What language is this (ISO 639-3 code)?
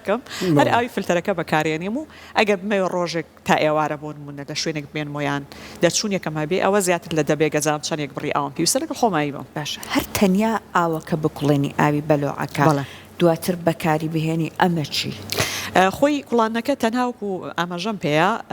ckb